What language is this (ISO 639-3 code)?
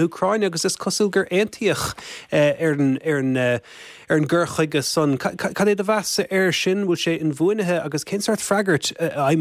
gle